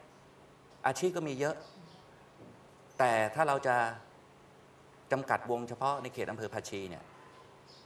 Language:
Thai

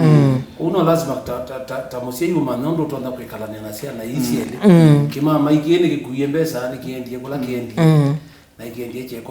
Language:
Kamba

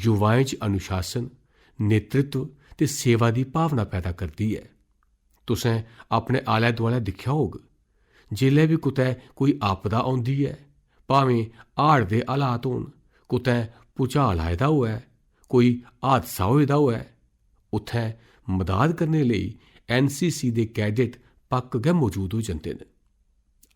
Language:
Dogri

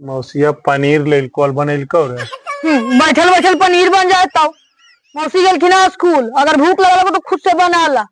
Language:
Magahi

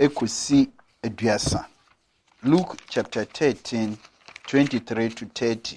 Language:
Akan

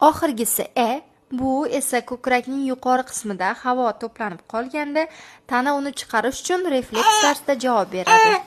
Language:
Uzbek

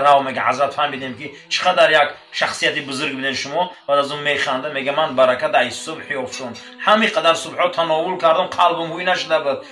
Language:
Tajik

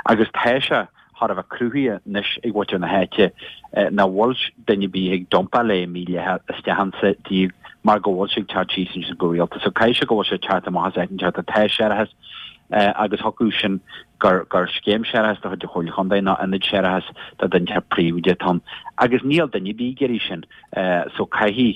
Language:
Irish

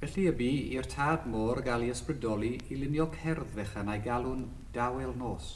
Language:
Welsh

